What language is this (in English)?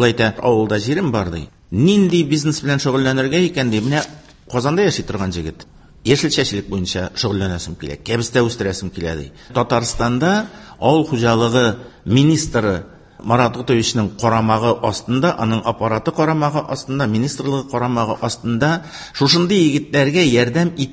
Tatar